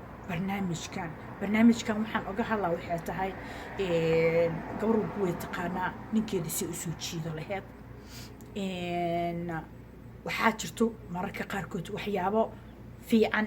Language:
Somali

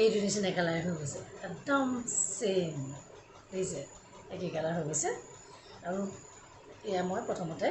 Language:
Assamese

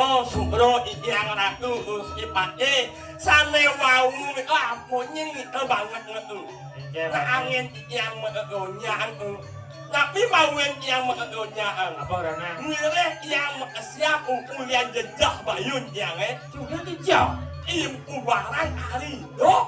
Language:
Balinese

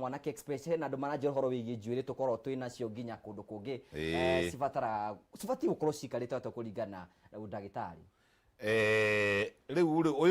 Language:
Kikuyu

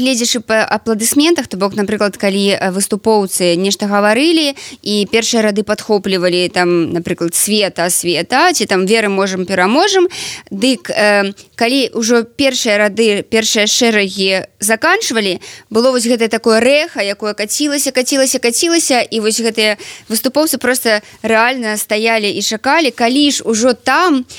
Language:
Belarusian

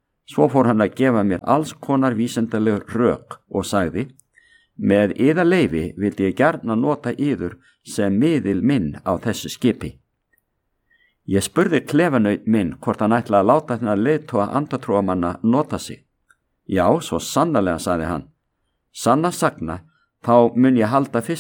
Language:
Icelandic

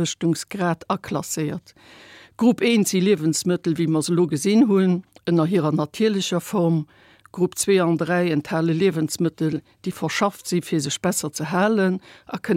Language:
Luxembourgish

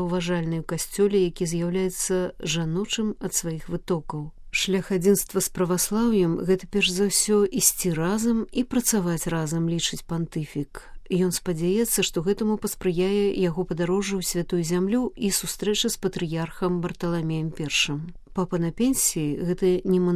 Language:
Belarusian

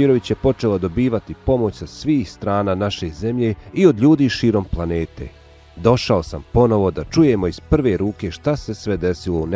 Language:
Bosnian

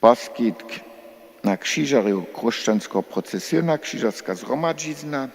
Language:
Upper Sorbian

